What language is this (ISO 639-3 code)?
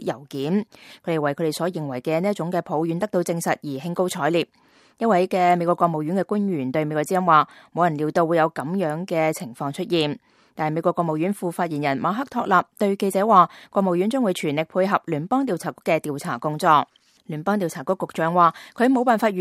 yue